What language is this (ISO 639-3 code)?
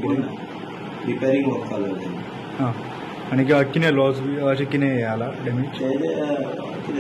kok